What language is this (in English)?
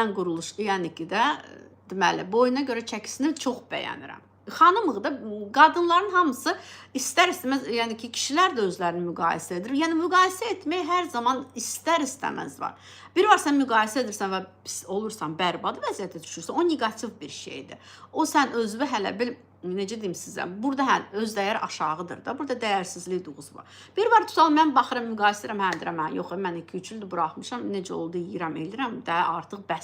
Azerbaijani